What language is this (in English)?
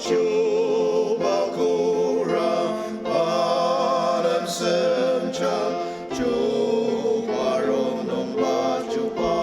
Ao Naga